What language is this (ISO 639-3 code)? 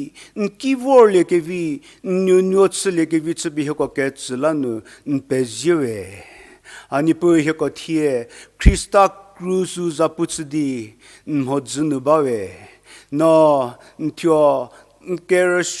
njm